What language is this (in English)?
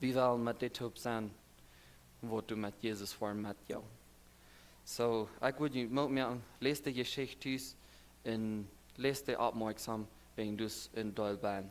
Plautdietsch